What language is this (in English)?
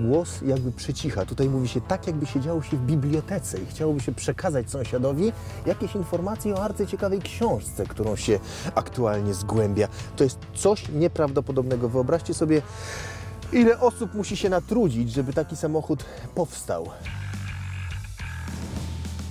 Polish